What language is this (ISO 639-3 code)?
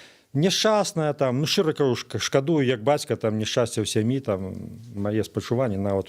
bel